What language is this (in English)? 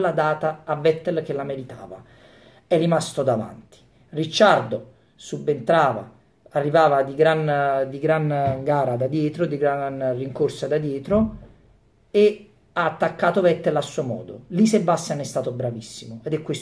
Italian